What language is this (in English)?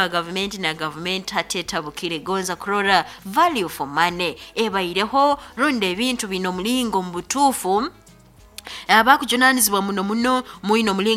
Nyankole